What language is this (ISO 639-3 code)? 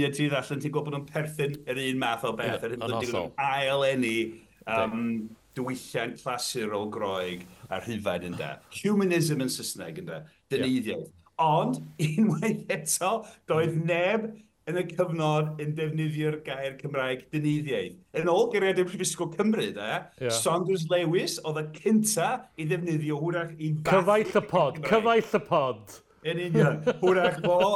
cym